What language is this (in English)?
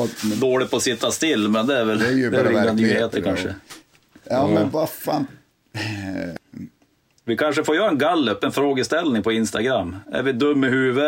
Swedish